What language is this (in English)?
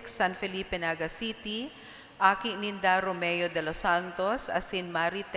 Bikol